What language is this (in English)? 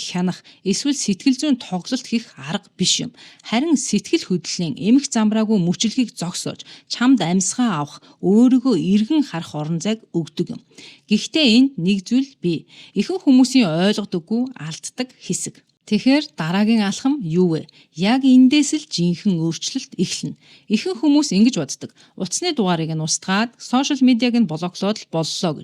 Mongolian